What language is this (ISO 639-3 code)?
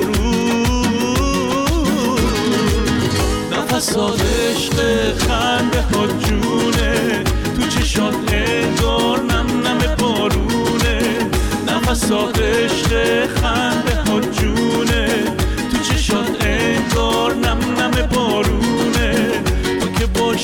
fas